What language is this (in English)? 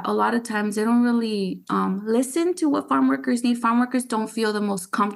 English